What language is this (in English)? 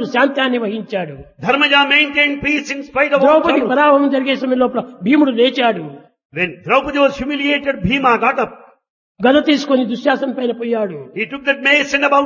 Telugu